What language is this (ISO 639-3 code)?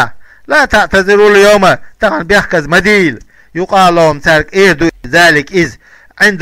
che